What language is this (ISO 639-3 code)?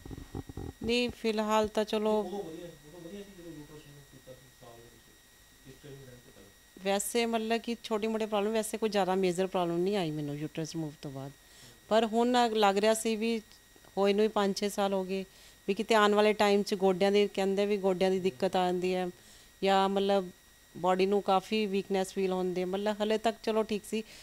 pan